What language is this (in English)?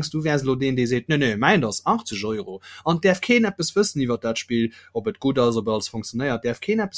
Luxembourgish